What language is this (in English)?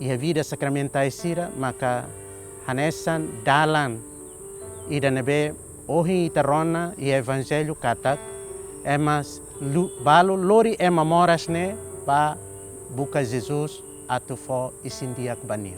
Tetum